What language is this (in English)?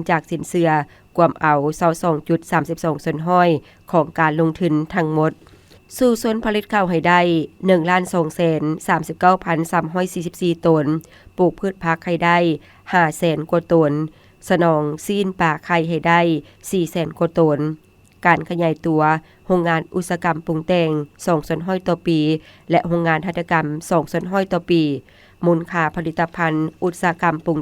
Lao